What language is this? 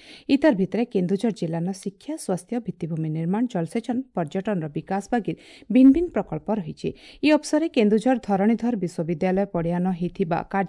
Odia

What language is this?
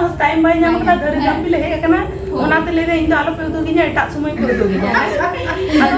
Santali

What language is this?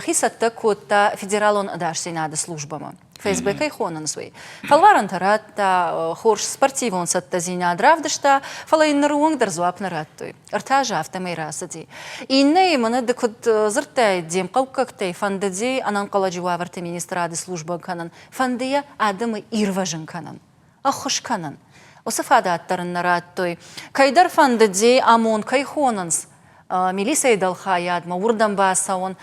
Ossetic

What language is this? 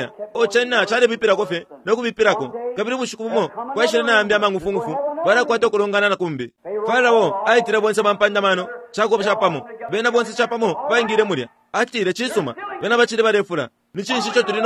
Bemba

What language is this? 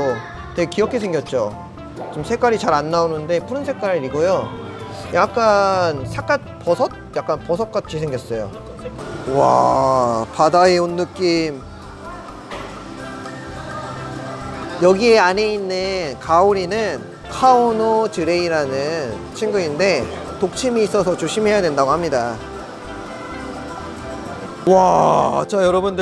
Korean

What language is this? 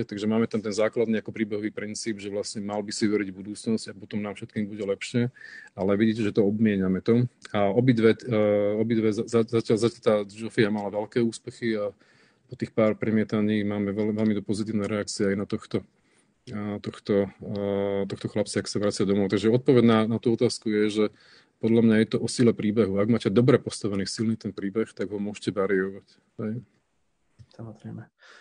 Slovak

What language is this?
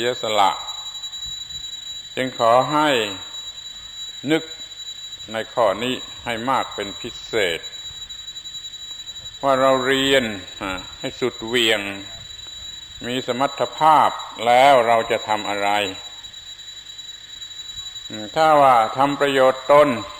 Thai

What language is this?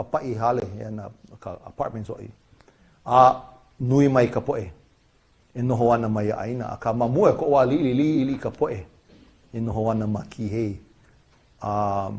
Hawaiian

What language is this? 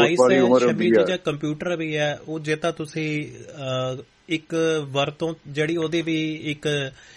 Punjabi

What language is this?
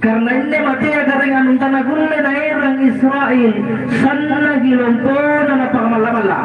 Makasar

